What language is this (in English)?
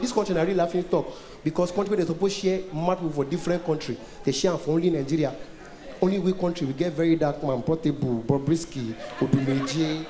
Nigerian Pidgin